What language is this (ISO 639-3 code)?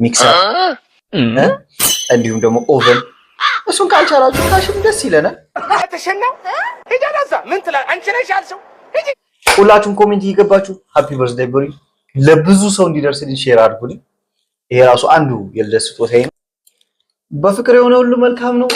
amh